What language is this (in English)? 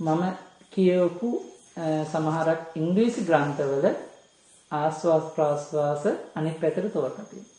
Sinhala